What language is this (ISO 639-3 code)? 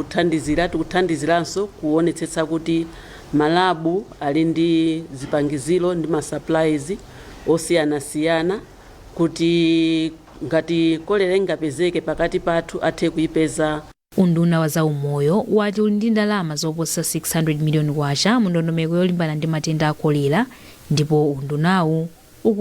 nya